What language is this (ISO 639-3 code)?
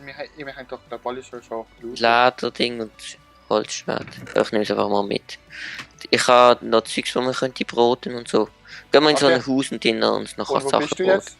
gsw